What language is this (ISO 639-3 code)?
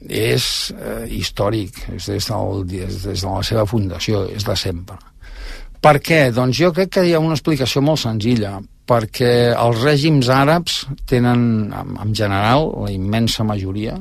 cat